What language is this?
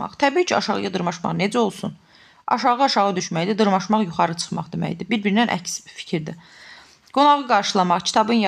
Azerbaijani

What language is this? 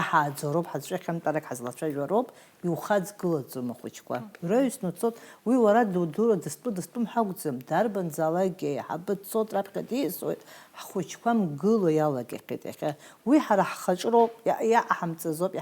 Abkhazian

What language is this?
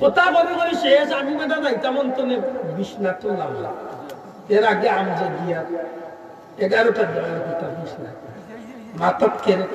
Sylheti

